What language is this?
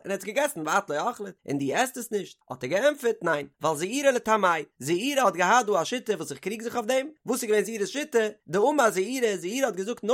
Yiddish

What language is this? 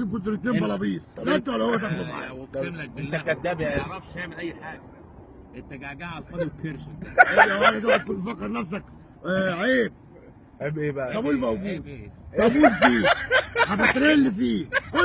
Egyptian Arabic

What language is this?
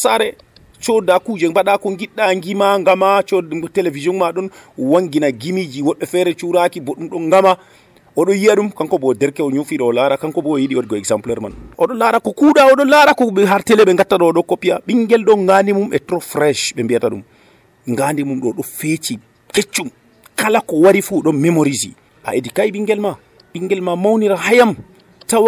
Nigerian Fulfulde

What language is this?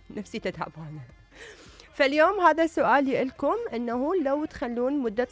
Mesopotamian Arabic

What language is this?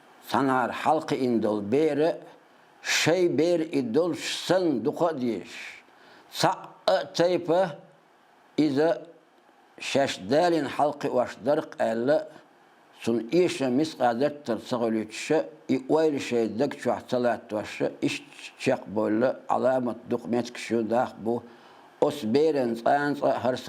Chechen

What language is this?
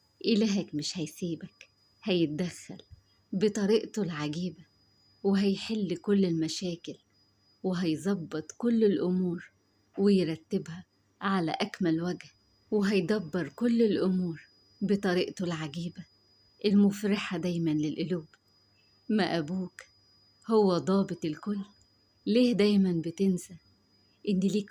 Egyptian Arabic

